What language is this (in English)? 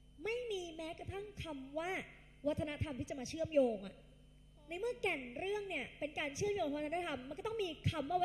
Thai